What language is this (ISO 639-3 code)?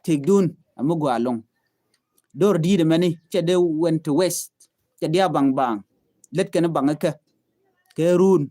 nus